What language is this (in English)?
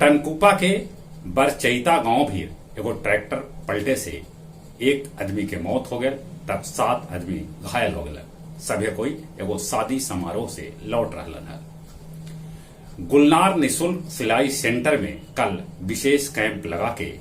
Magahi